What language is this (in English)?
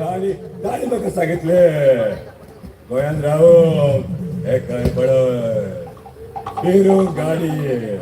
Konkani